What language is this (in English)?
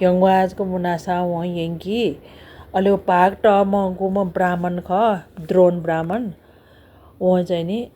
Newari